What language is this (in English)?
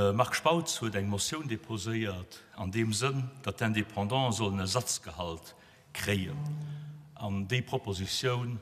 Luxembourgish